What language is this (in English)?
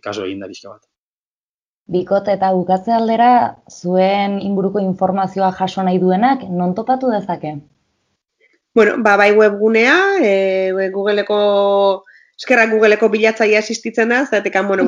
Basque